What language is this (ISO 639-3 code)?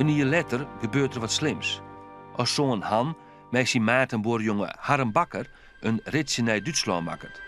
fry